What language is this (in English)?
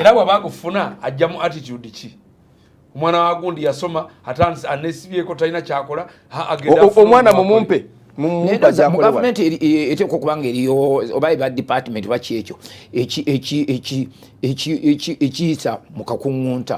Ganda